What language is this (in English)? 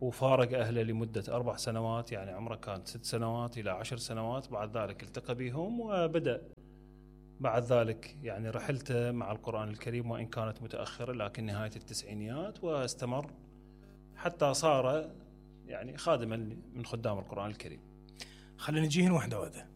Mesopotamian Arabic